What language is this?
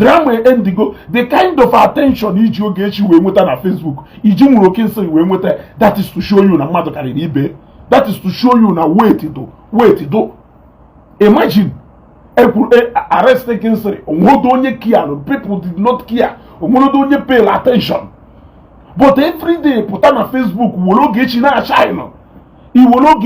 Igbo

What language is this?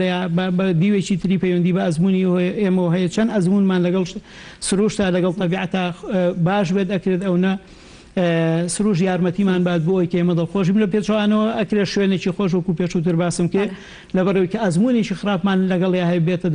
Central Kurdish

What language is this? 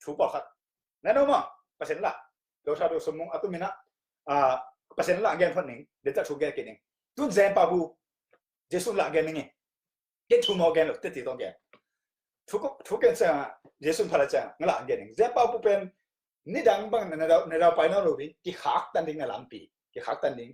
Tedim Chin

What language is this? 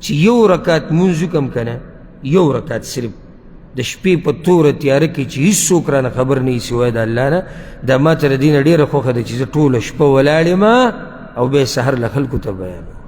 Pashto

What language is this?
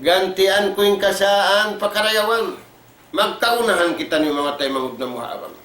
Tausug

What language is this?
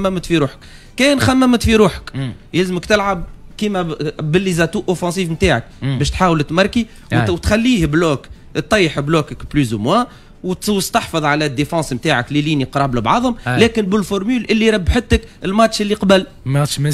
Tunisian Arabic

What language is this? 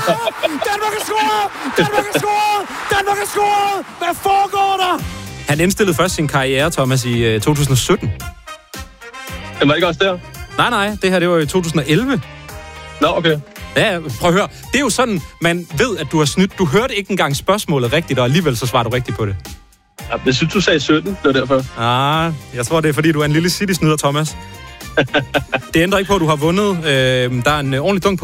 Danish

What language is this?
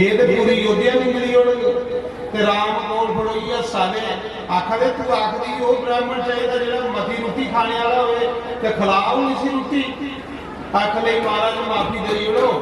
Dogri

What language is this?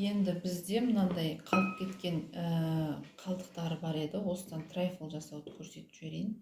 Kazakh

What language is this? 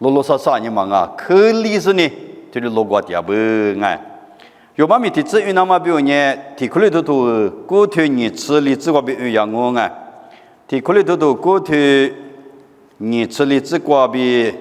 Lisu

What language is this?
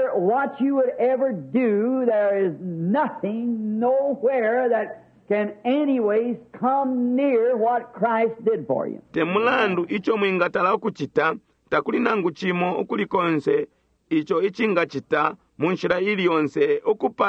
Bemba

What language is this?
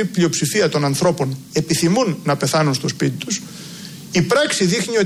Greek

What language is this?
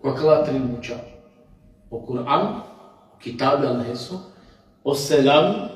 Balkan Romani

